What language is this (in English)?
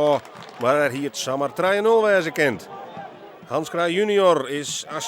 Western Frisian